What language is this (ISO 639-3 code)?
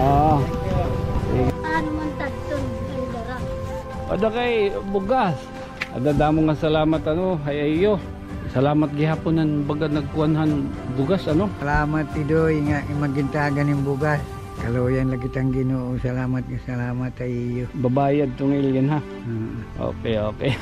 war